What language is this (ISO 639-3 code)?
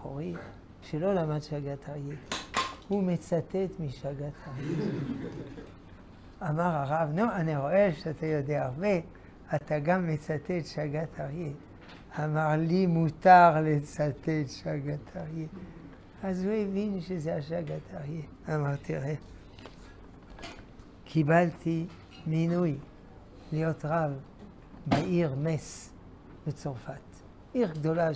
heb